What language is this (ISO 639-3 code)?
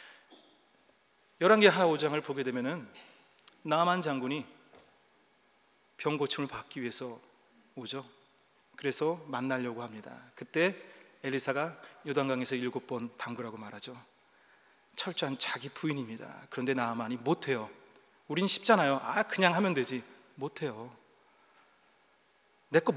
kor